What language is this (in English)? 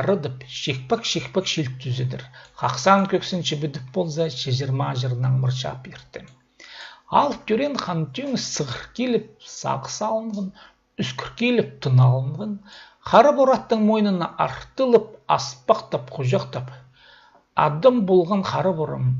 Khakas